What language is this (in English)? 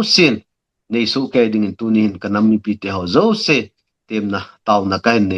Thado Chin